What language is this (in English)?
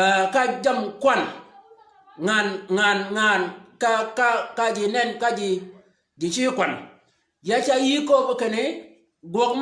Shilluk